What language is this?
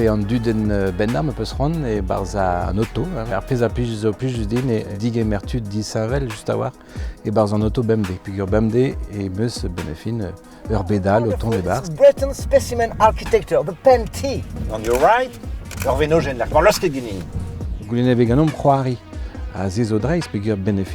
Breton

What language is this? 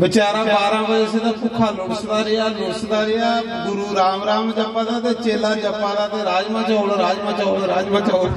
Dogri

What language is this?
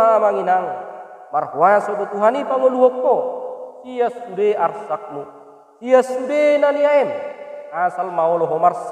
Batak Toba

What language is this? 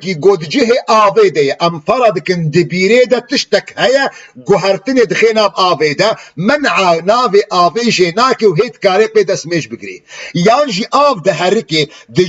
Kurdish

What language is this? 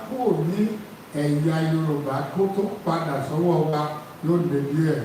Yoruba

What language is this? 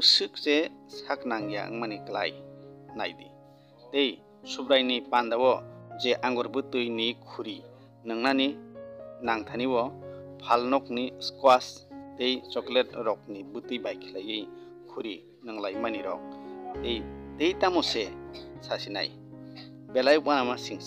Kok Borok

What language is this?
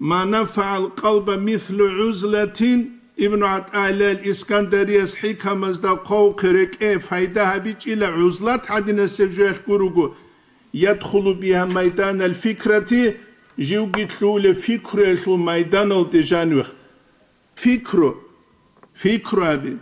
Avaric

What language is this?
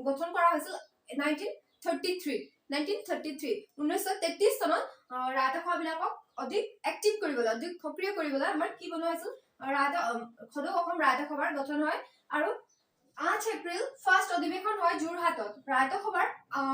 Assamese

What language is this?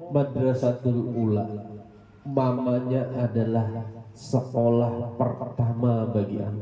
Banjar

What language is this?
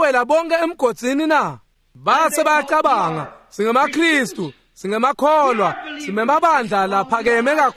Swati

